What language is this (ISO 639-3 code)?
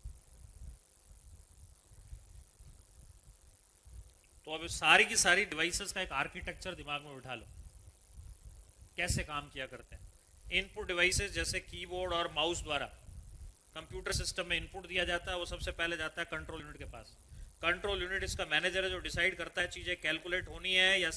hin